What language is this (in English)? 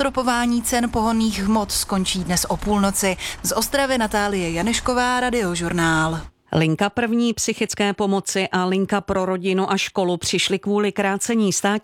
Czech